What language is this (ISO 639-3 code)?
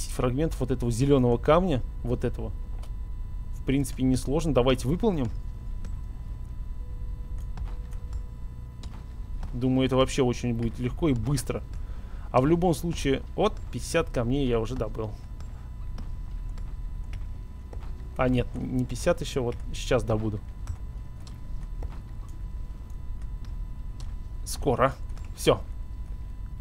rus